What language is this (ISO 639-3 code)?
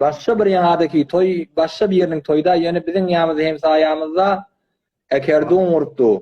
tuk